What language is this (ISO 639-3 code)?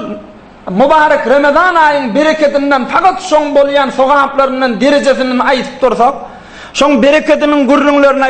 tuk